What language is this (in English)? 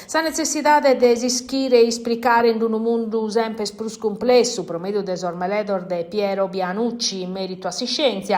Sardinian